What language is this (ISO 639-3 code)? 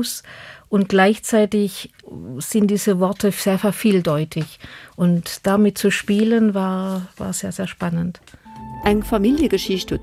ltz